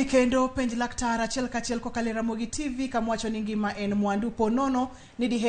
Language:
Luo (Kenya and Tanzania)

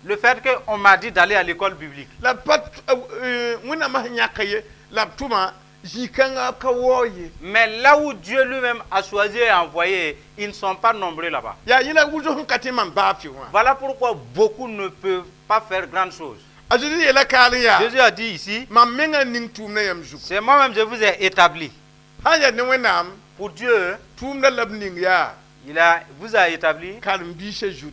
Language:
Mossi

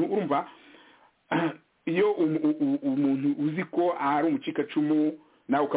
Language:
Kinyarwanda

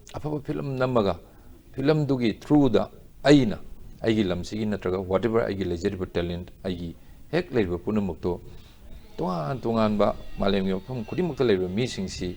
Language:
Manipuri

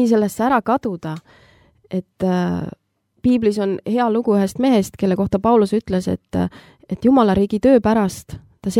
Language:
Estonian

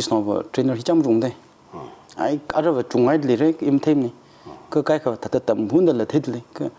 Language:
Tangkhul Naga (India)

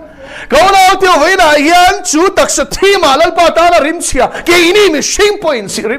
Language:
Mizo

